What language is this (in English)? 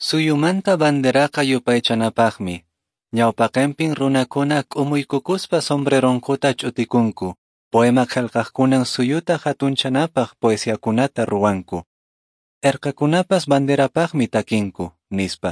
Quechua